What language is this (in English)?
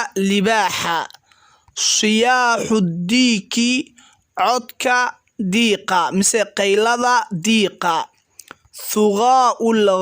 Somali